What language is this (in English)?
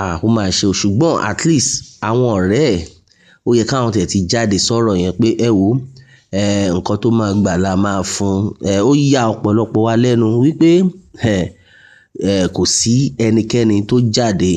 Yoruba